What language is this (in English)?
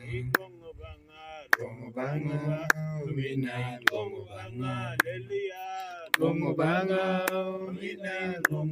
Lango (Uganda)